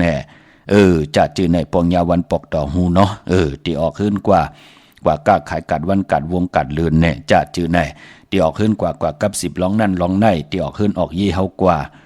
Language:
Shan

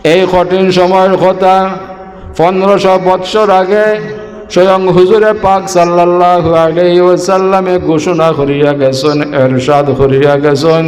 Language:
Sylheti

